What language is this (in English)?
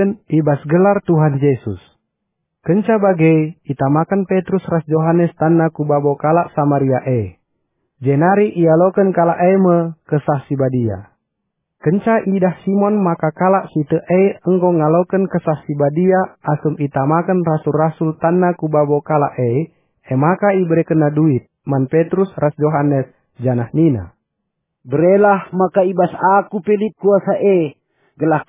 Batak Karo